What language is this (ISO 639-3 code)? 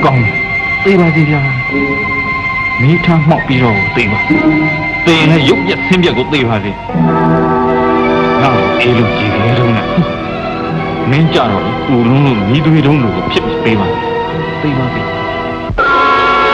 mya